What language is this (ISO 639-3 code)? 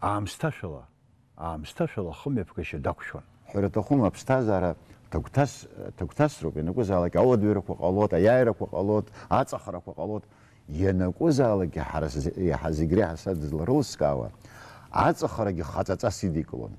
abk